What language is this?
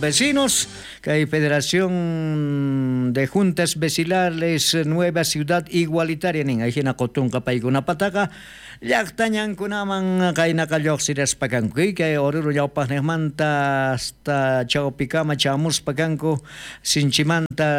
South Bolivian Quechua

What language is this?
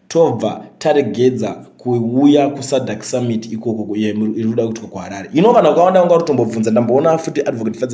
Shona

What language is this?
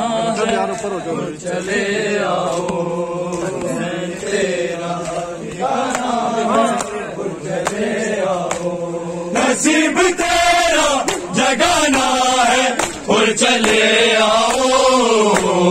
Urdu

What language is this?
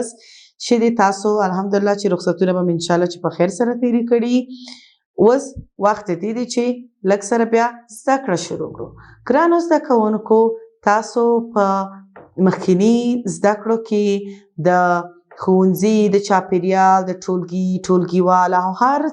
Pashto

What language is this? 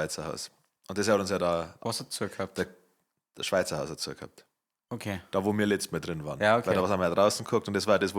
Bavarian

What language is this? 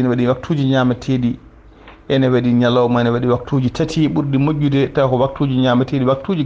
Fula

